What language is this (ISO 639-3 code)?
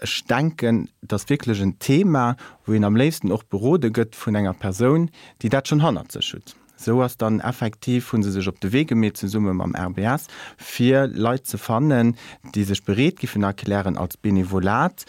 ltz